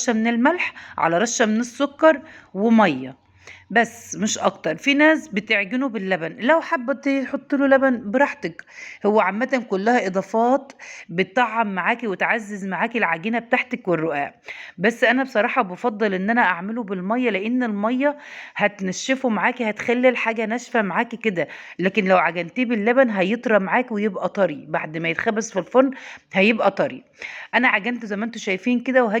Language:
Egyptian Arabic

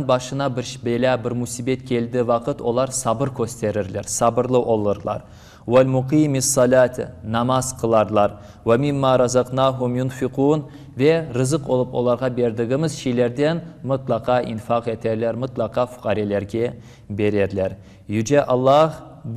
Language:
Crimean Tatar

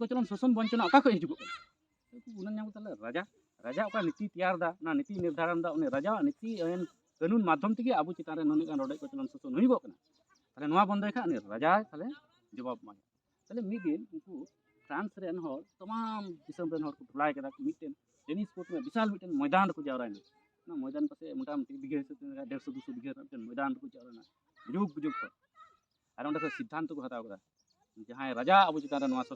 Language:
Santali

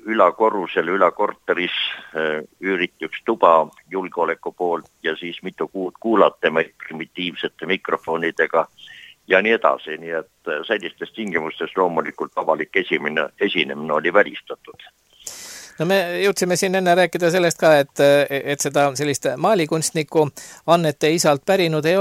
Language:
Estonian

